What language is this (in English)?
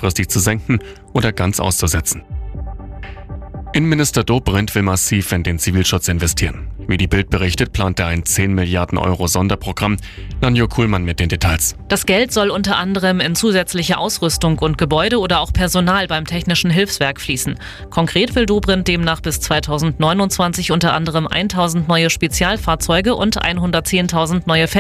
German